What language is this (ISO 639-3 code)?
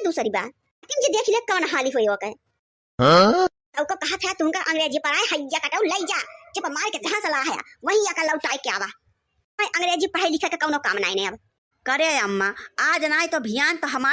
awa